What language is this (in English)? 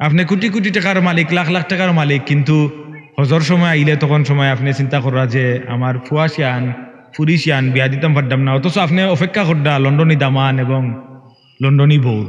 Sylheti